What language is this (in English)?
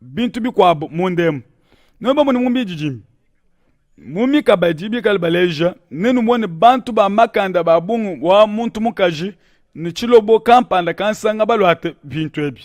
Luba-Lulua